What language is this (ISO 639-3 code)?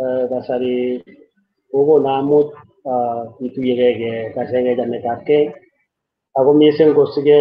kln